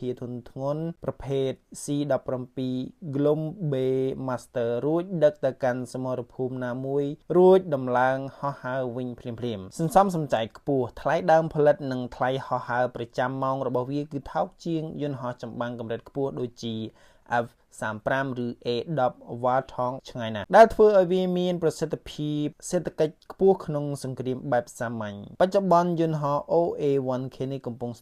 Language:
Khmer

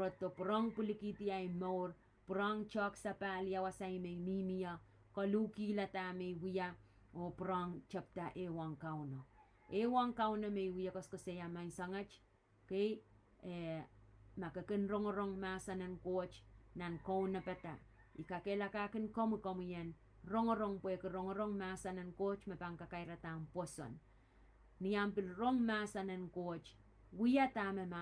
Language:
Pohnpeian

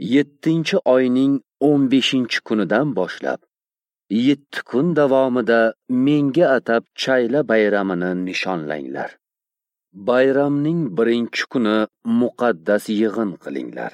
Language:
Uzbek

